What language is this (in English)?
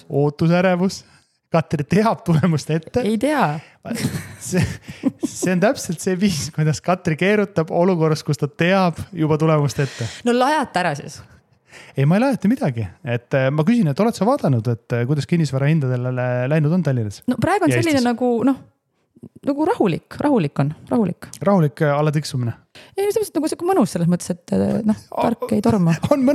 Estonian